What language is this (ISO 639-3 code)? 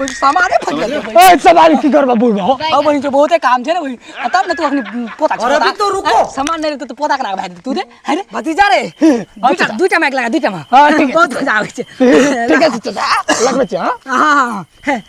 mai